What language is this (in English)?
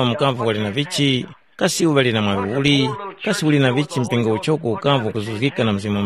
Tumbuka